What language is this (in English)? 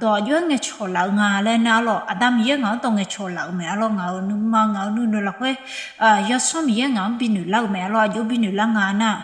Akha